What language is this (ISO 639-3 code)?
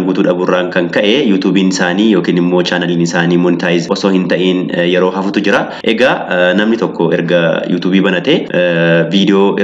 orm